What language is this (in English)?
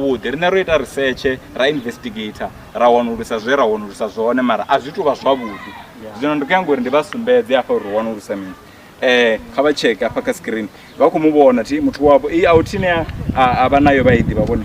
Venda